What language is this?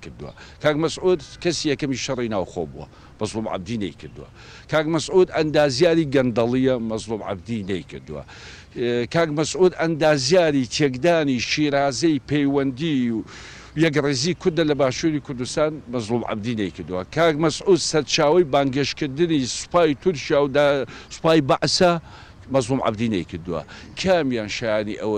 Central Kurdish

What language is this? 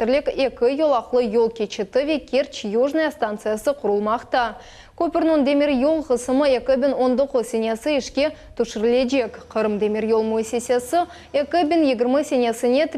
Crimean Tatar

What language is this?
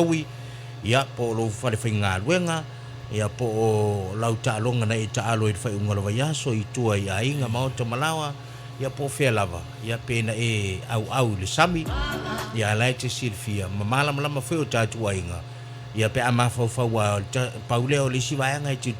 Samoan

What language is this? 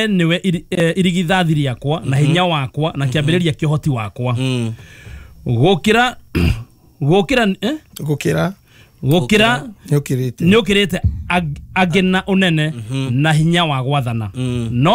Kikuyu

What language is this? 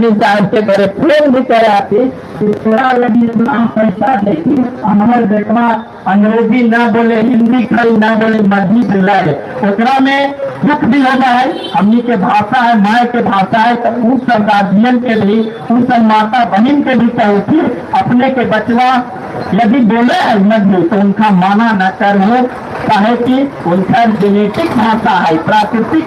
Magahi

